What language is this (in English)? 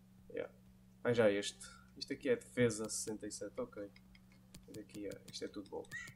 Portuguese